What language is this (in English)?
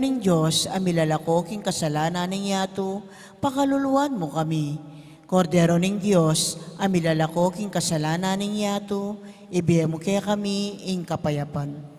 Pampanga